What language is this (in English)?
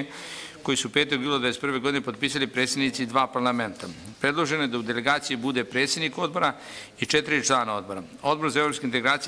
Serbian